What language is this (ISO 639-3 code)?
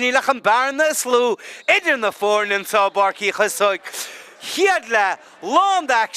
gle